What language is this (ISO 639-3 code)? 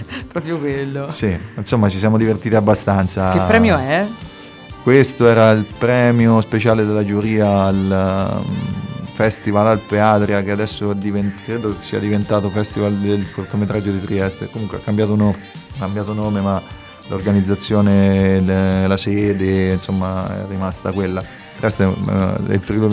ita